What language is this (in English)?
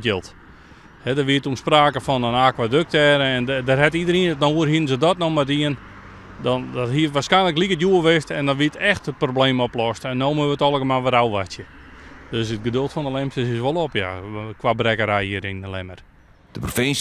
Western Frisian